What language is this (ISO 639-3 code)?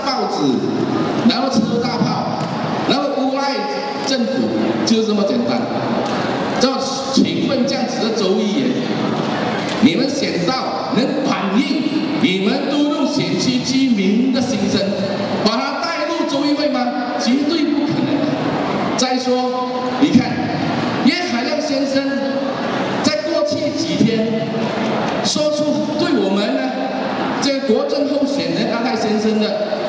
zho